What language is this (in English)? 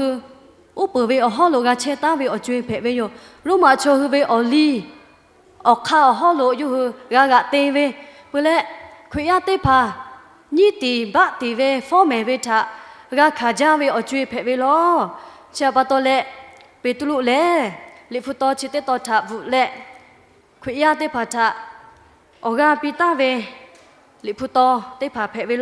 Lahu